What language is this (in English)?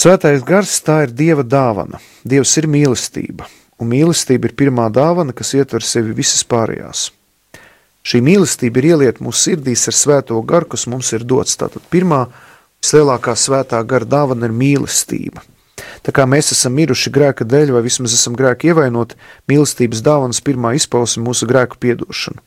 Latvian